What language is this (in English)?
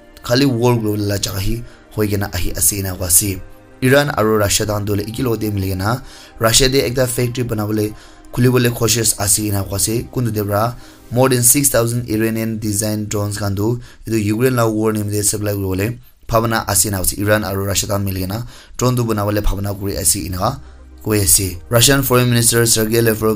Naga Pidgin